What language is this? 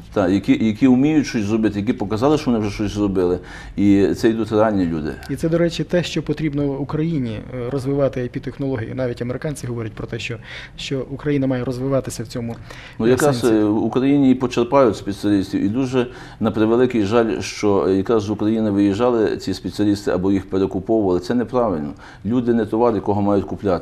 Ukrainian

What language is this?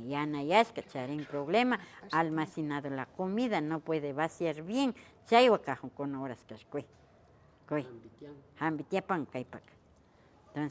Imbabura Highland Quichua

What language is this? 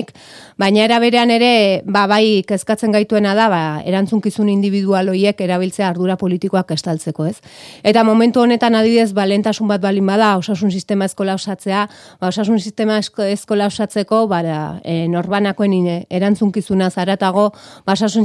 Basque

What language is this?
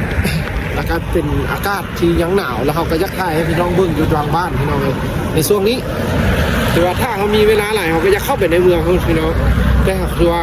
Lao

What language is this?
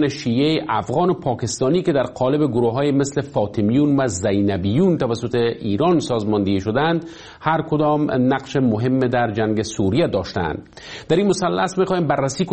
Persian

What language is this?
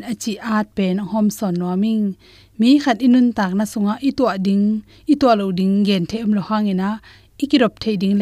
Tedim Chin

